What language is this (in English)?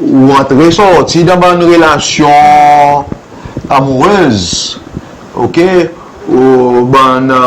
Seselwa Creole French